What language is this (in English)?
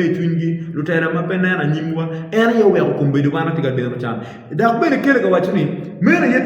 Acoli